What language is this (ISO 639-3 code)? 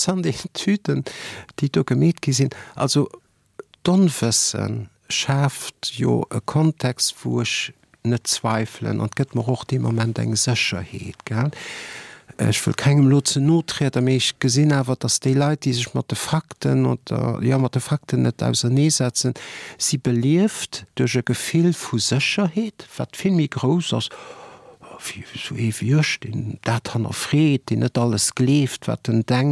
ltz